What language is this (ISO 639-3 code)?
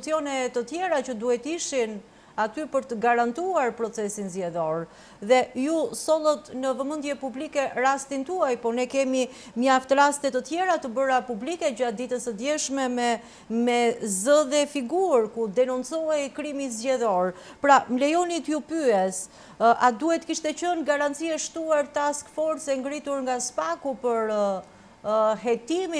sqi